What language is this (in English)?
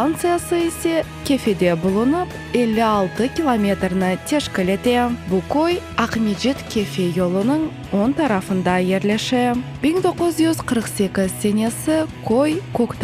Crimean Tatar